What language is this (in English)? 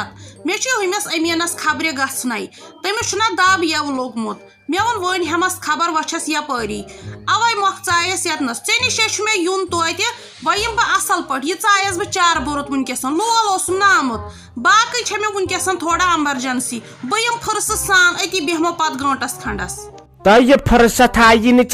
Kashmiri